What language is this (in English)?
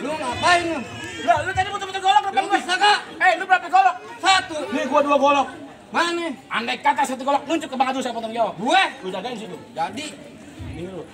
Betawi